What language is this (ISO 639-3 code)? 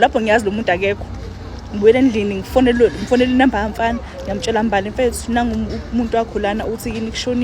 zul